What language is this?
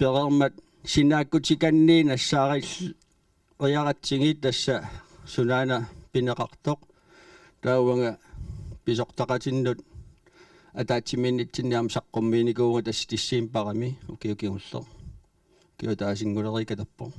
Kalaallisut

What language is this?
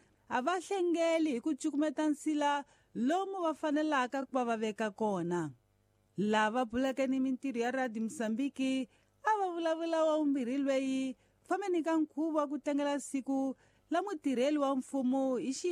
Tsonga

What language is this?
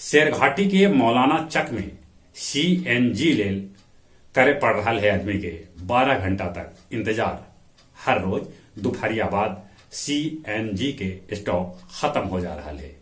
Magahi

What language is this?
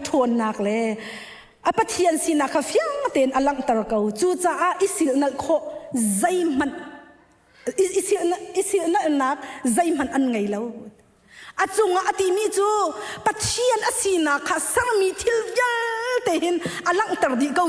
Hakha Chin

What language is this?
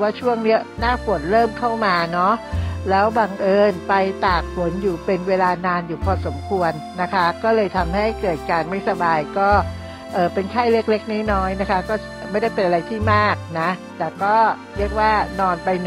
Thai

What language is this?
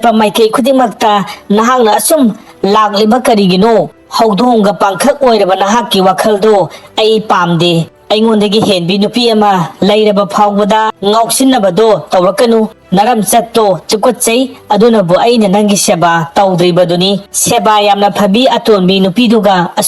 Manipuri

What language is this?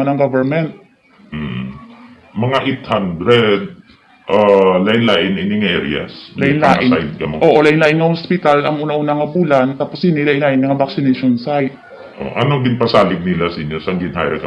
Hiligaynon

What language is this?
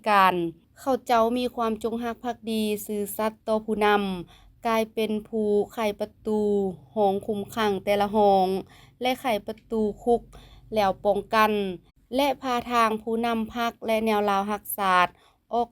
Lao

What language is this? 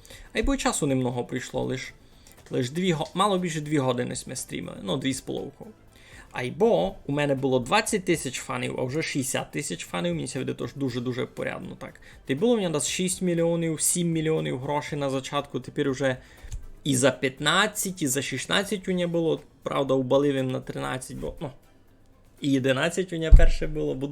Rusyn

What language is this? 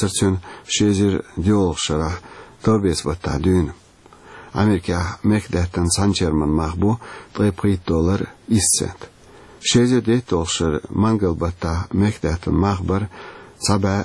Chechen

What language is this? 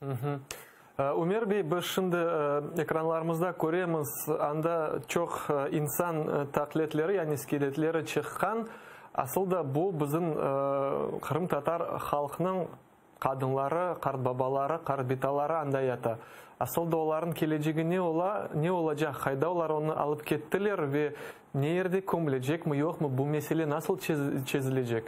Crimean Tatar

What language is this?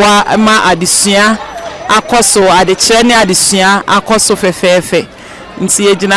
Akan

